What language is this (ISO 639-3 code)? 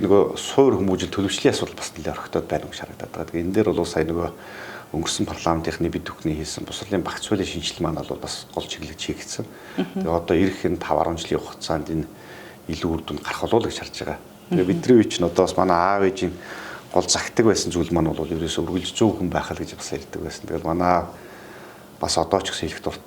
mon